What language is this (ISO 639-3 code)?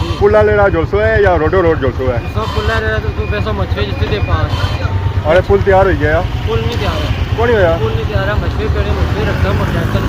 phr